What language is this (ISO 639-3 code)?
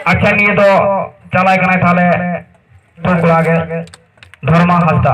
sat